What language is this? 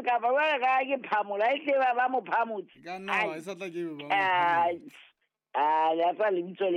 Southern Sotho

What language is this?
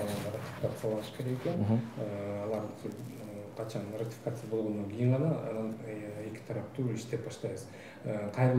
Kyrgyz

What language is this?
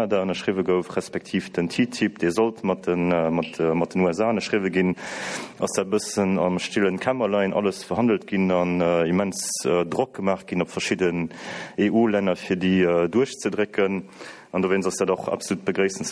Luxembourgish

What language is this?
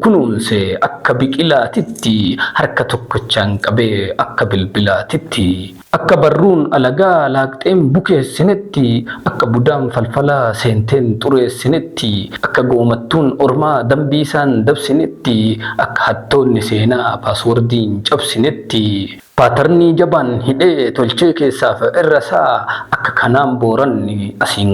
Oromo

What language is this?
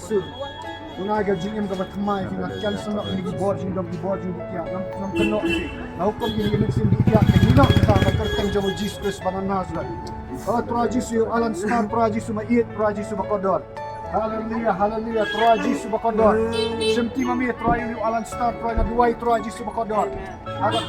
Khasi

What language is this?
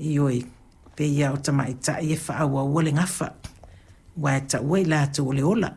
Samoan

